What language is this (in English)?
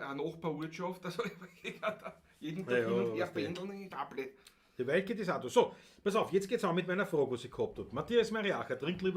Bavarian